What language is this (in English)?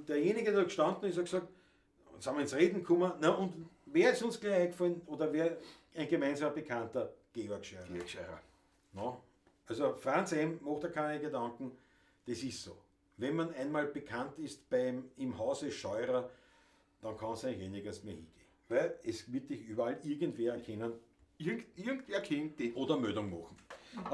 Bavarian